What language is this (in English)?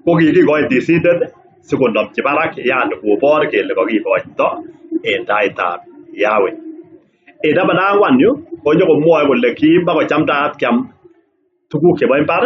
Kalenjin